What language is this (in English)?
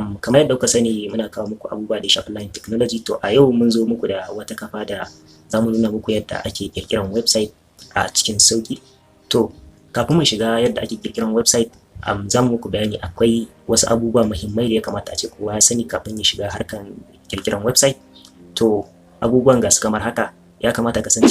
Hausa